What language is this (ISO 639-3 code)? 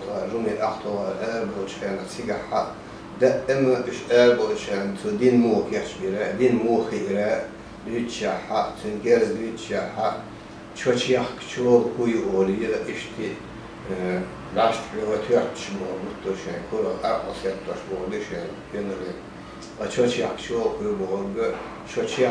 che